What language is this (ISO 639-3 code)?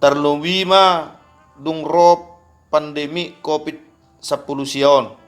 bbc